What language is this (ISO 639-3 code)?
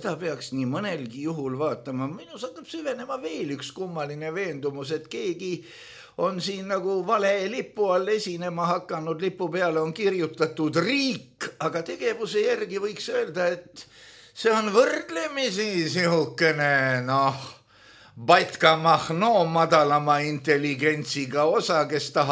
est